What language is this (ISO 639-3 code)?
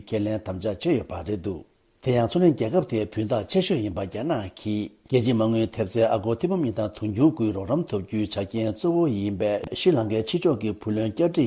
bod